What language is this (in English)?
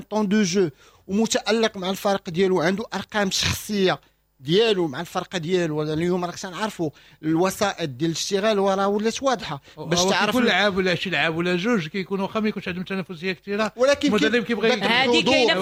Moroccan Arabic